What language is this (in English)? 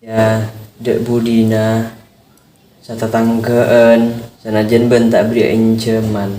Madurese